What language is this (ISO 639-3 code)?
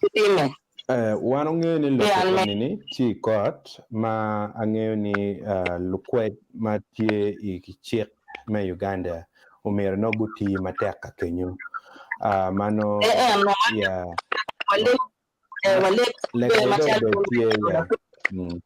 ach